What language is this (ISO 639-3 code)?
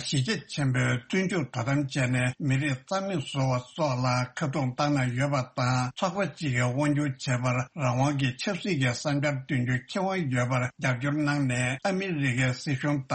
bod